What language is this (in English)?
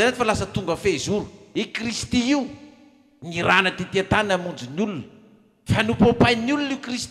Malagasy